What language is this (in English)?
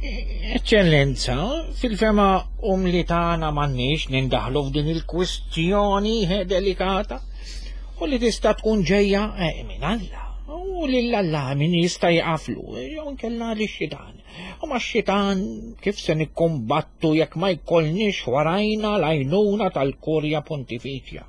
Maltese